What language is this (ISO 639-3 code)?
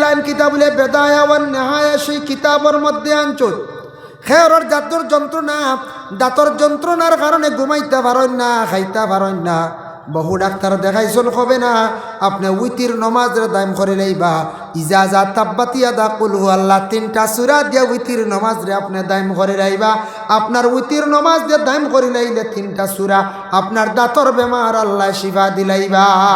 syl